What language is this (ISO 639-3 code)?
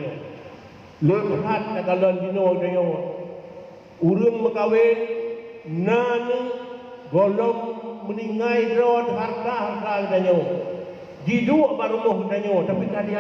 ace